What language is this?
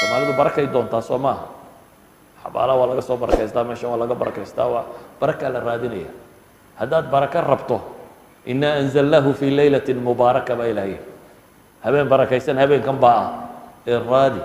Somali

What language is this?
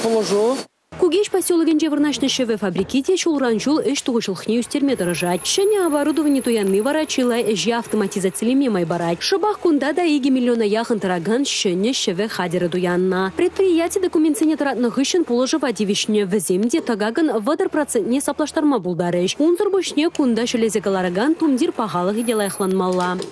Chuvash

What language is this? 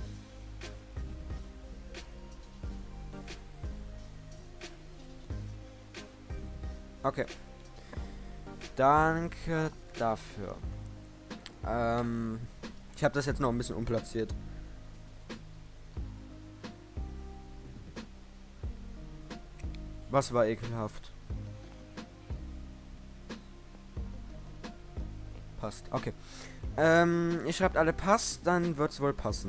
German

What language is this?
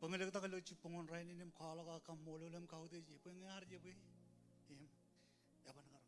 Marshallese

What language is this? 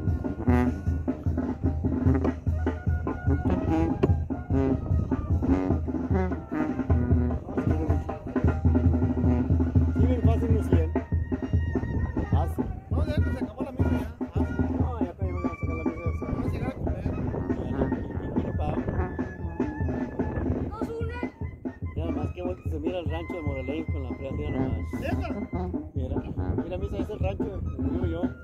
Spanish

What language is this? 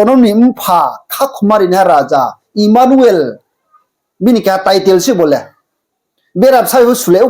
Riang (India)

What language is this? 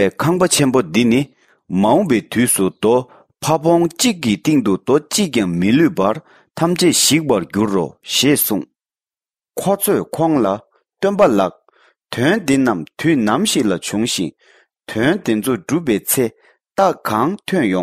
Tibetan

